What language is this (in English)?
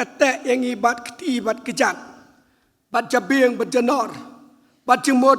Khasi